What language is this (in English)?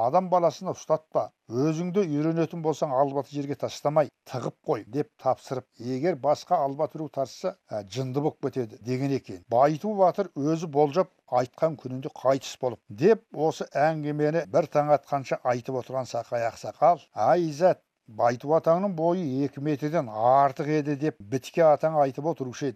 Kazakh